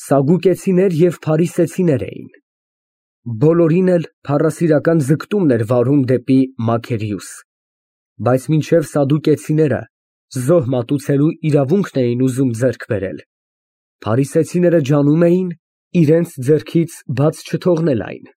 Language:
Armenian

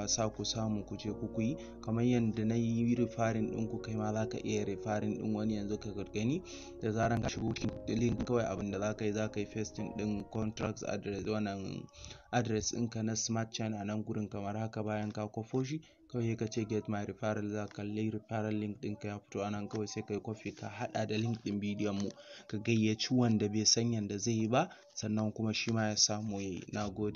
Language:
Hausa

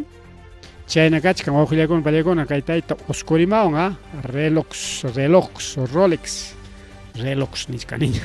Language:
Ayacucho Quechua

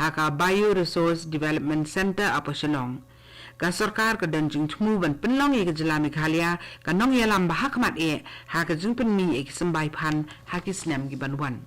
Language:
Khasi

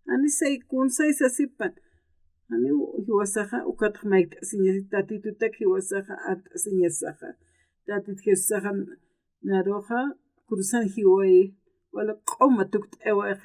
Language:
Aymara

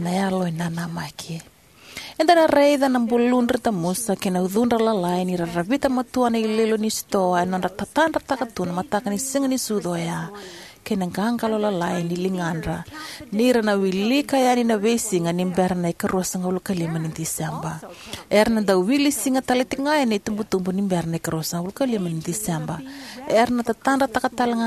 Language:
Fijian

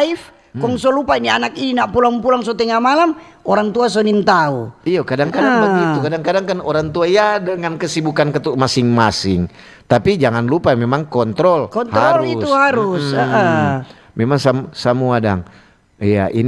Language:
Manado Malay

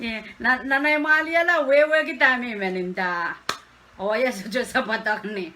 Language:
Pohnpeian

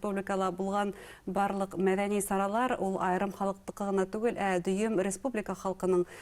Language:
Bashkir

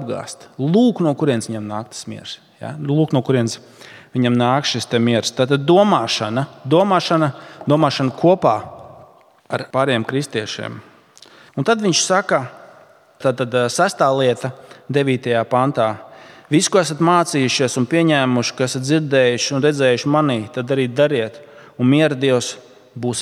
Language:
Latvian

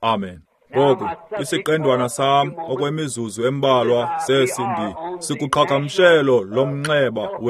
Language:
Xhosa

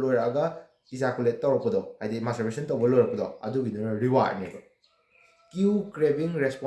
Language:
Manipuri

